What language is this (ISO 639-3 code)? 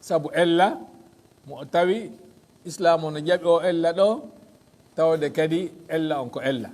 ful